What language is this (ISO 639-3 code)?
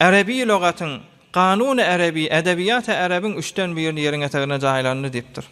tuk